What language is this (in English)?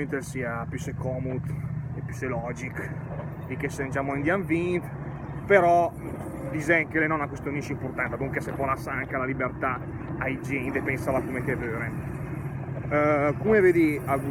Lombard